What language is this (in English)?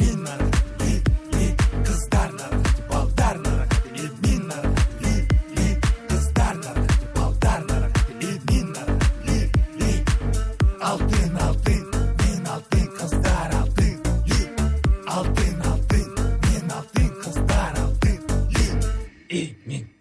Kara-Kalpak